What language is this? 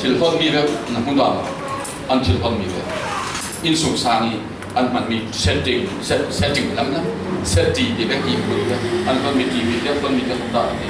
Falam Chin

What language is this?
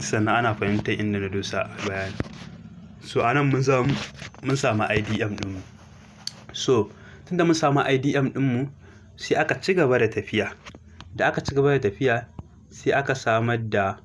Hausa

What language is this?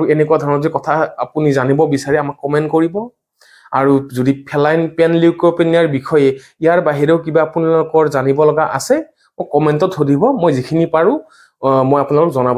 Assamese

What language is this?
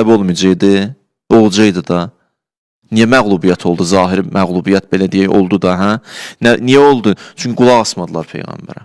Azerbaijani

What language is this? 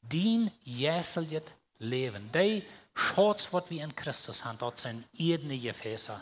Plautdietsch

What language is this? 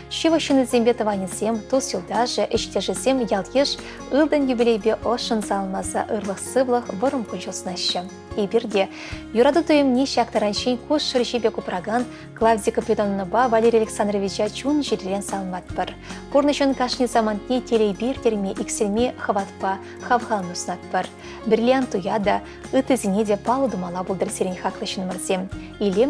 Chuvash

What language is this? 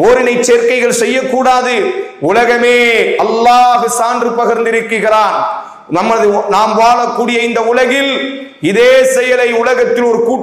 Tamil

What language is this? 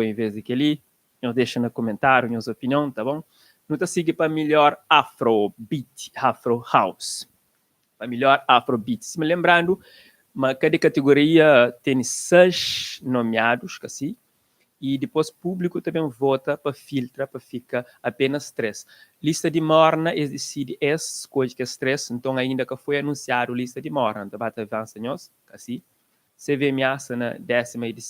Kabuverdianu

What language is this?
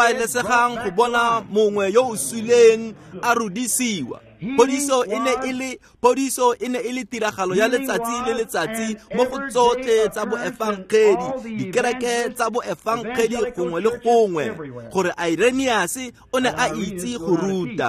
Tswana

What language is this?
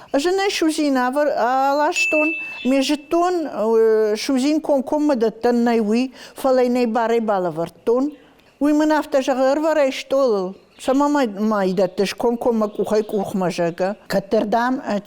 Ossetic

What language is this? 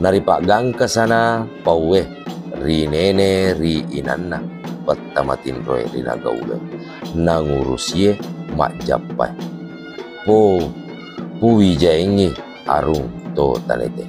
Buginese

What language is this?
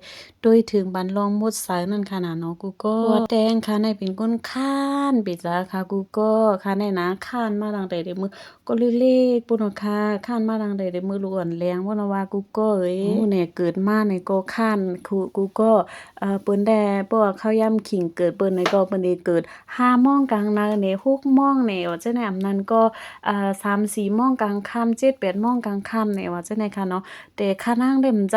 Shan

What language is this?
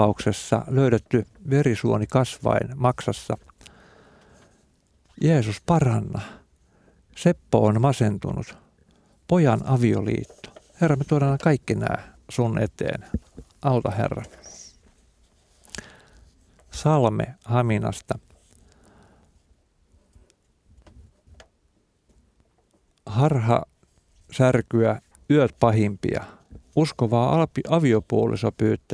Finnish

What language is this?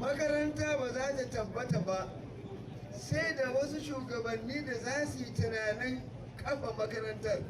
Hausa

